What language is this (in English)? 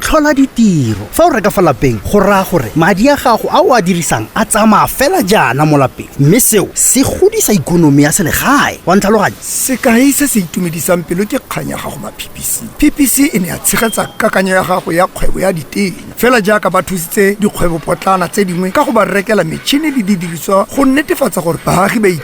Tswana